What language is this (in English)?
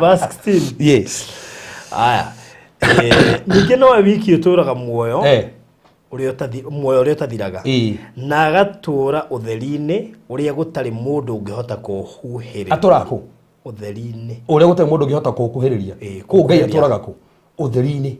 Kikuyu